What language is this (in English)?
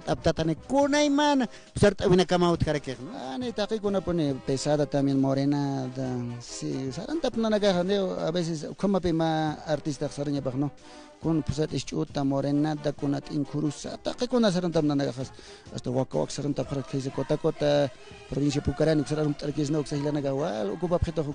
Aymara